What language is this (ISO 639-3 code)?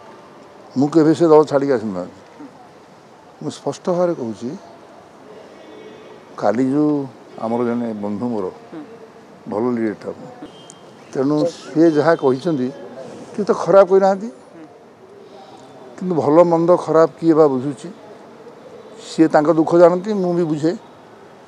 ori